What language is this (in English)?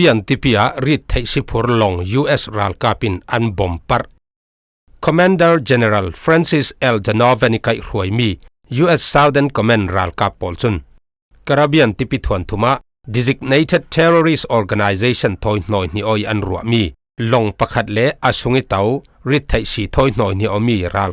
Falam Chin